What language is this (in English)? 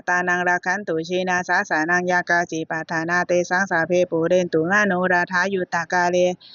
Pali